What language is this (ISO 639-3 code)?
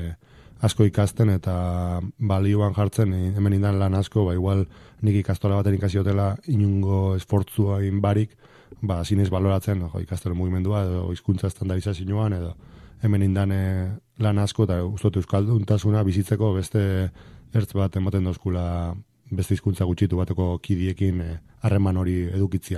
eus